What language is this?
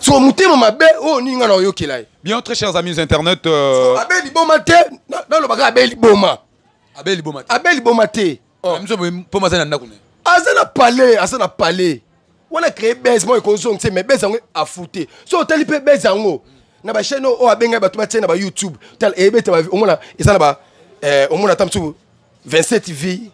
Lingala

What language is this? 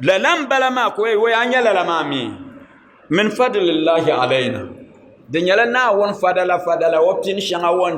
Dagbani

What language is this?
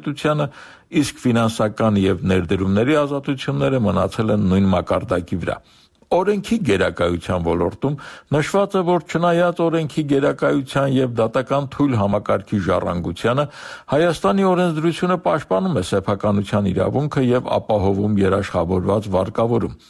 Armenian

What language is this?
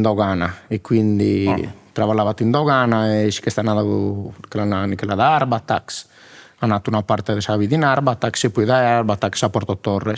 Sardinian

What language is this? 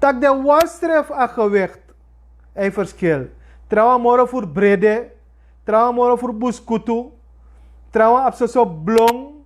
Sranan Tongo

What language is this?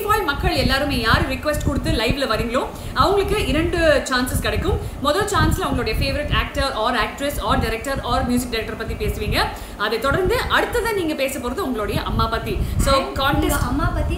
Tamil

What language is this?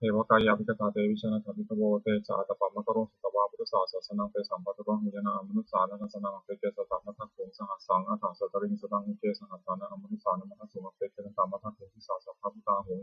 Pali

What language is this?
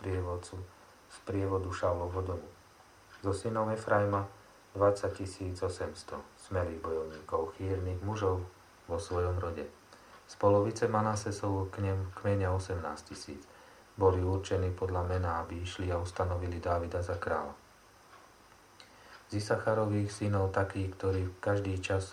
Slovak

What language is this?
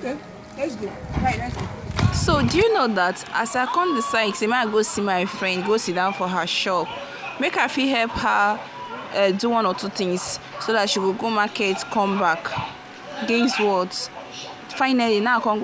Nigerian Pidgin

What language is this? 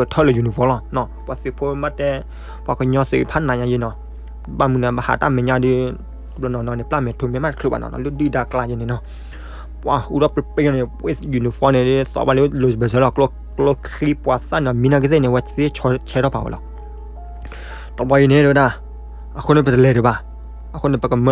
S'gaw Karen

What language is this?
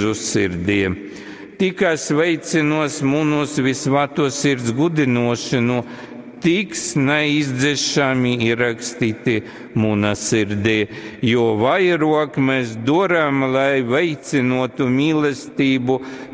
Latgalian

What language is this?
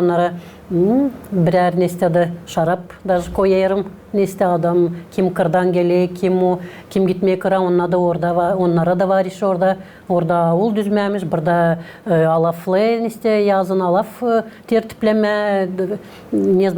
Gagauz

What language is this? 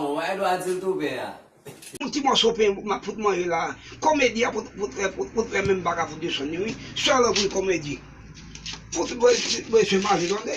Haitian Creole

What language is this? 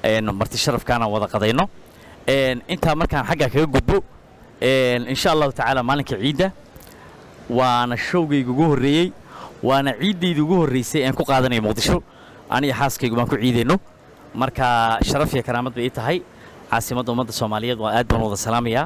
Somali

